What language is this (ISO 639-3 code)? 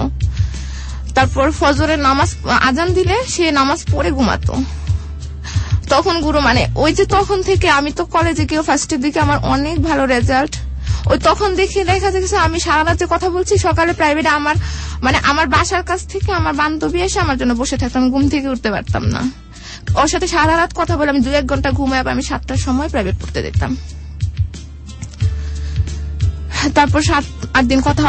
ben